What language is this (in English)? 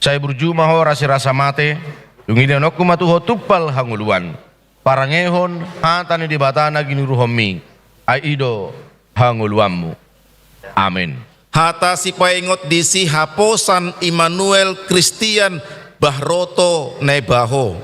Batak Toba